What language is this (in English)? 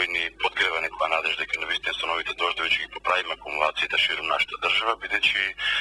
Macedonian